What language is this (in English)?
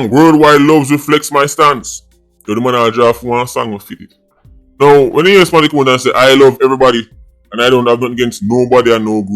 Jamaican Creole English